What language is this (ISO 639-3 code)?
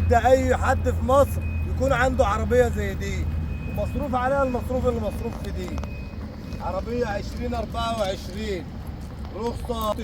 arz